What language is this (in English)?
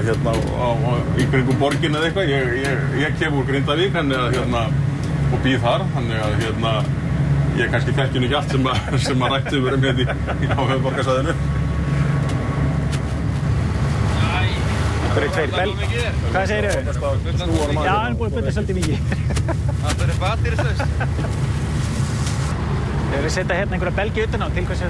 Icelandic